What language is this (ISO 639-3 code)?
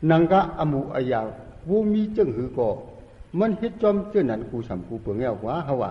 shn